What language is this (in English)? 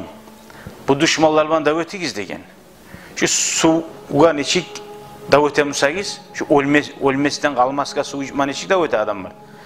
Kumyk